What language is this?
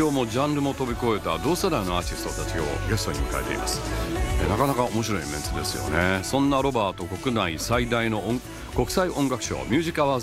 Japanese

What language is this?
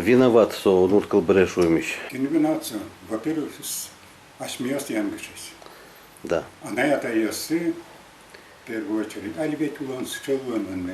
Udmurt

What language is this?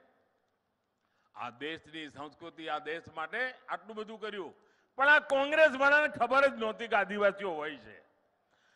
Gujarati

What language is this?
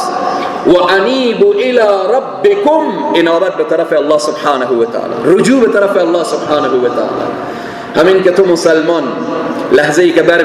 Persian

